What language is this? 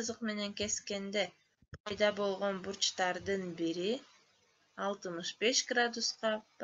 Kyrgyz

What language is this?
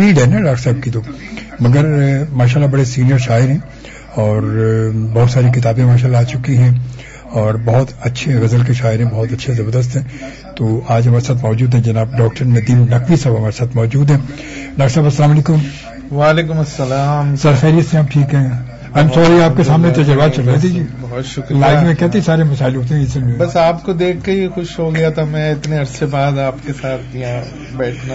Urdu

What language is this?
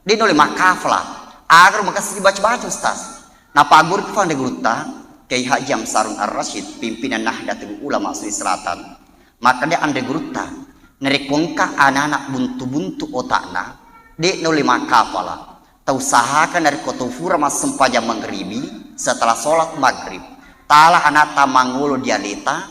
Buginese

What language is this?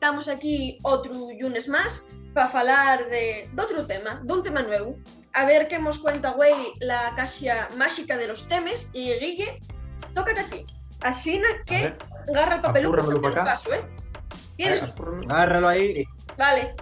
Asturian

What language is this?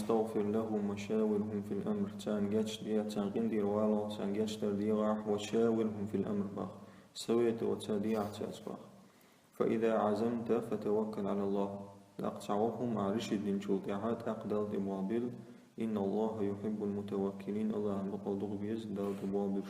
Chechen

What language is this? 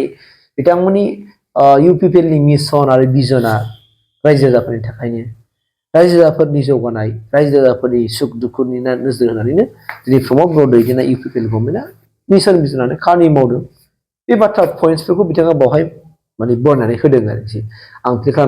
Bodo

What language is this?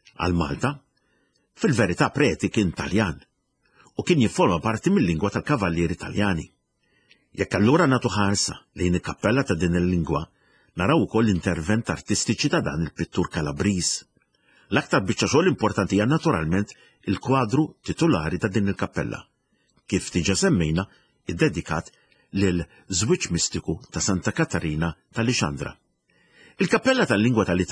Maltese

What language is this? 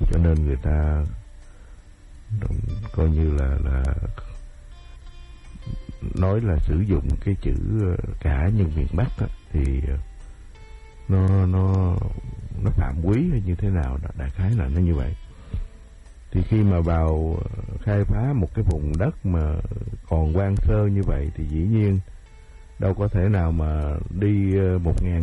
Vietnamese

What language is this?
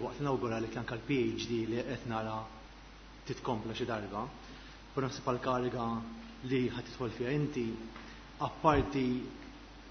Maltese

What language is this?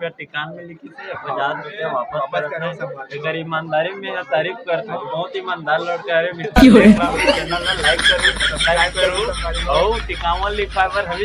Chhattisgarhi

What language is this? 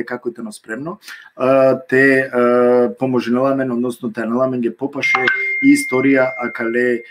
Balkan Romani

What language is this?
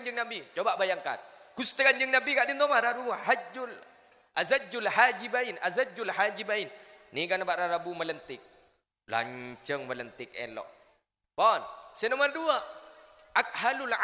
Madurese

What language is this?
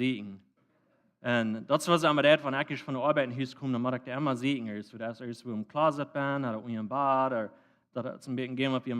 Plautdietsch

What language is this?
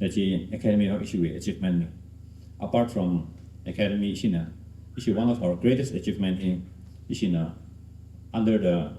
Tangkhul Naga (India)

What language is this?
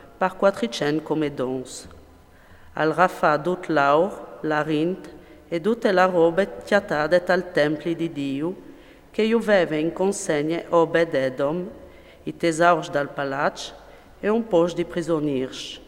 Friulian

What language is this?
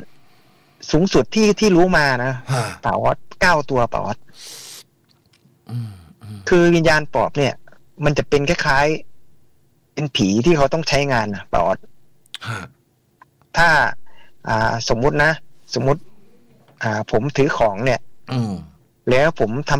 Thai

